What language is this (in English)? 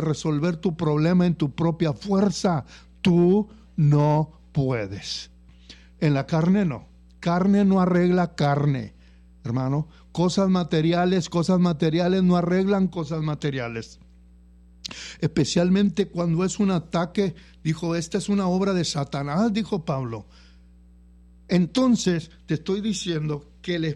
Spanish